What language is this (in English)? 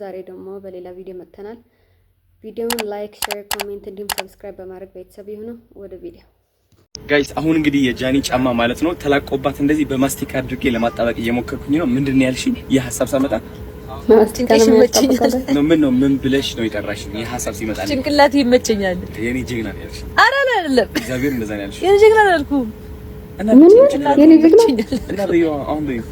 Amharic